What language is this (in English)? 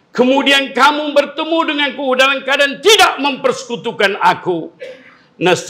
Malay